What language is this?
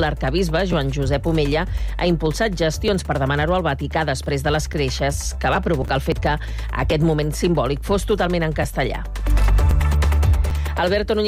Catalan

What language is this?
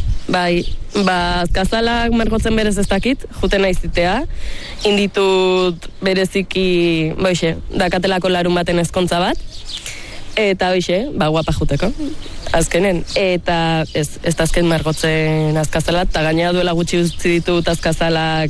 Basque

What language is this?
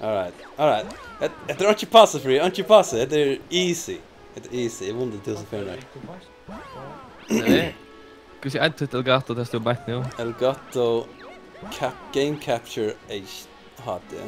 Faroese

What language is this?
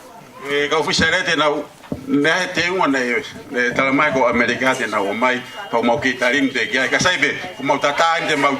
Tongan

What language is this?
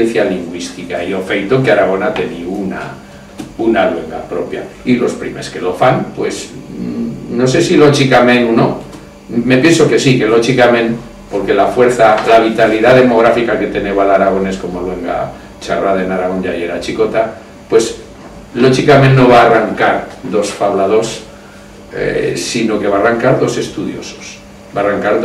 Aragonese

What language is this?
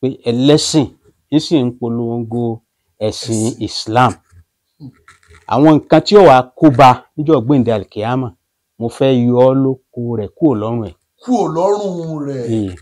Yoruba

